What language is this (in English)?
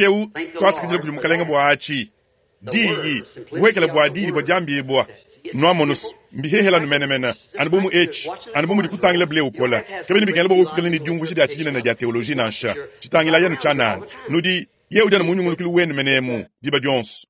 Luba-Lulua